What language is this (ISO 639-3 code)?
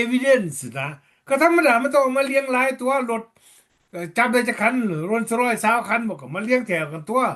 lao